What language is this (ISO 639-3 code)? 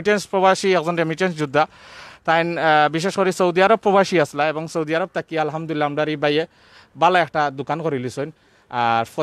syl